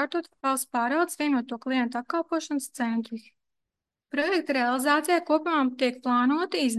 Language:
Latvian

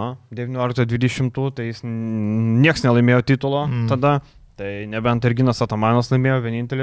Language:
Lithuanian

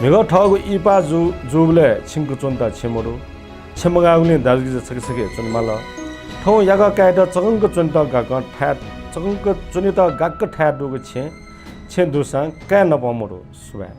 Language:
Newari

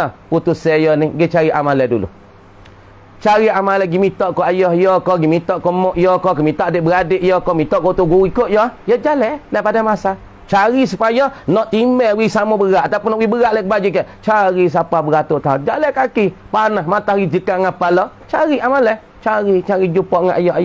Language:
Malay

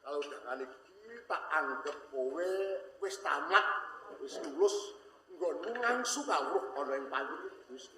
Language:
Javanese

